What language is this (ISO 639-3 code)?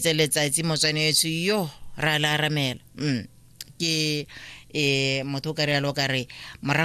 tsn